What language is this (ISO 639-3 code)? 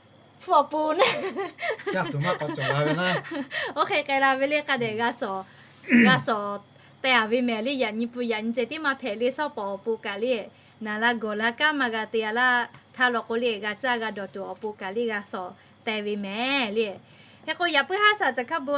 lhu